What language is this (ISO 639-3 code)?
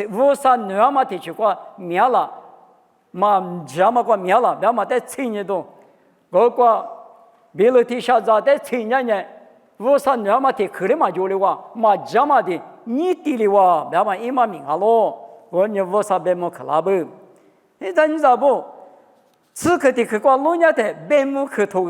lis